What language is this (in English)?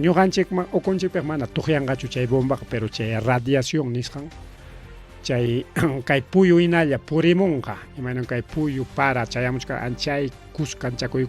Ayacucho Quechua